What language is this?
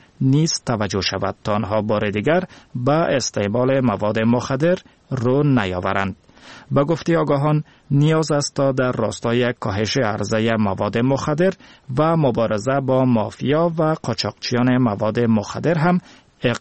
Persian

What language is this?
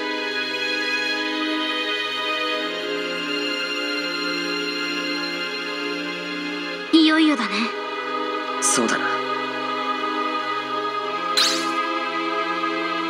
Japanese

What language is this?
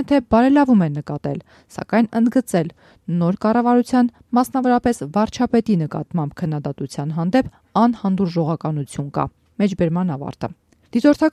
Armenian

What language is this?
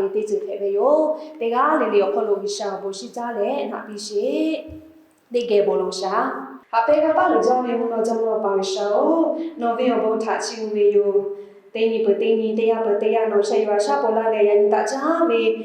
Lahu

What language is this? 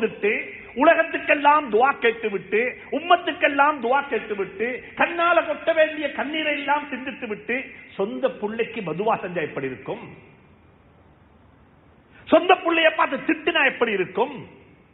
Tamil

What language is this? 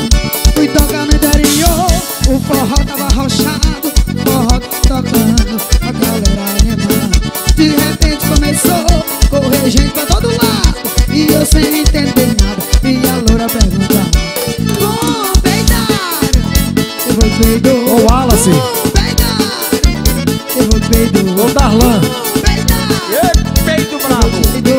Portuguese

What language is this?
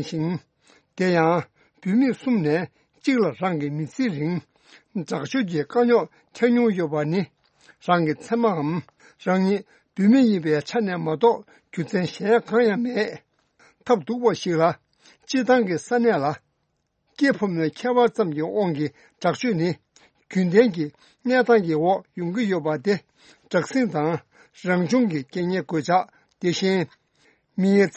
Tibetan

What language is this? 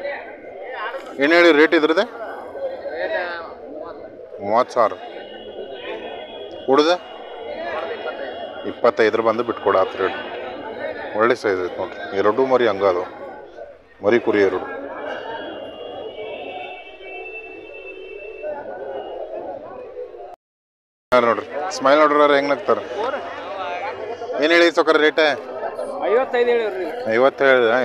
Kannada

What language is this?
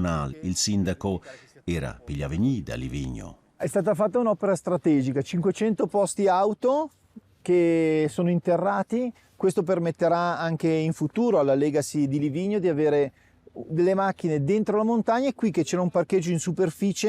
Romansh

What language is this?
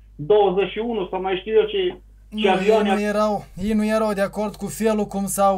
Romanian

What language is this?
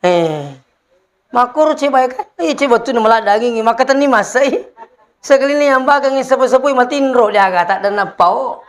Buginese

